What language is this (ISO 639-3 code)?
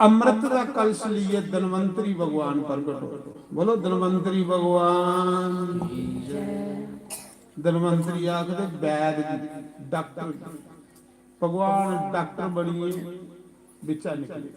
doi